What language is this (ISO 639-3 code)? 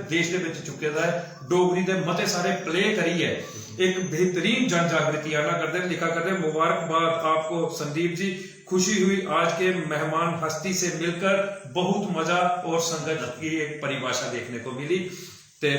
doi